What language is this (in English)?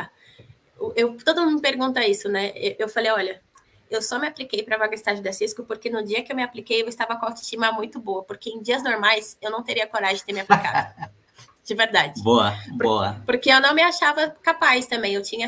Portuguese